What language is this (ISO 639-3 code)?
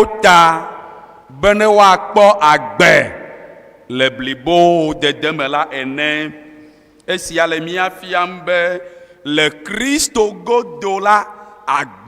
ewe